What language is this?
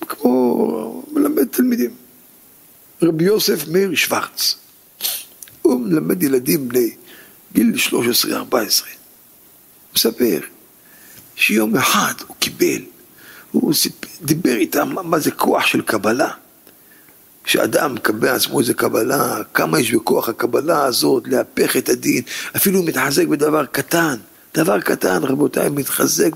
Hebrew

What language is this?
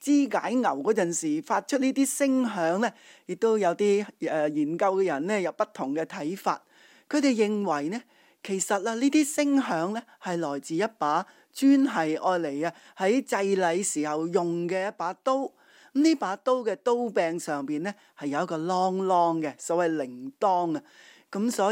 Cantonese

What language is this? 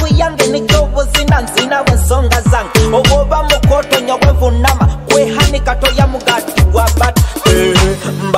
Nyoro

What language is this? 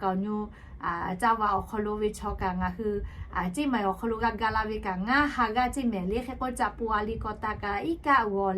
Lahu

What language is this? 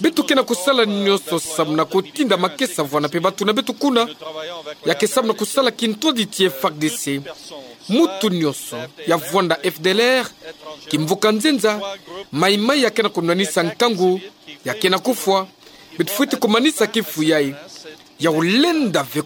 Kituba (Democratic Republic of Congo)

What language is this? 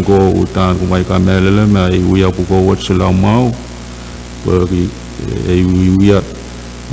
Pohnpeian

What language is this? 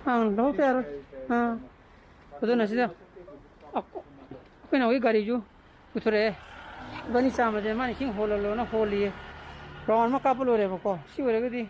Manipuri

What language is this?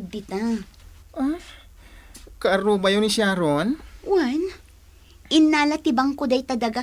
Iloko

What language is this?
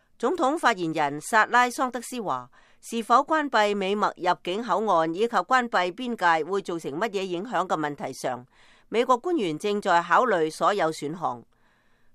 Cantonese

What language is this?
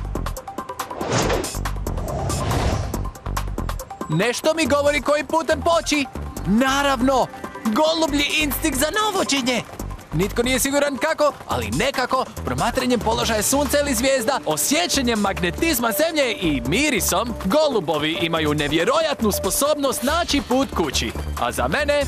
Croatian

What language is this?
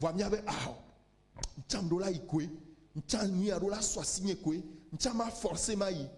Ewe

